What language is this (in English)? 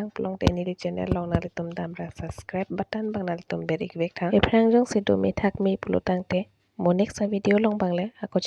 Karbi